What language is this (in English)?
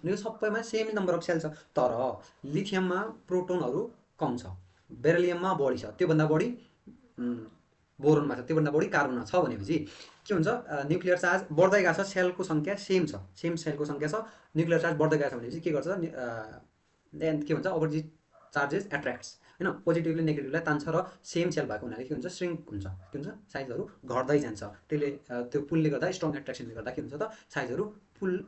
Nepali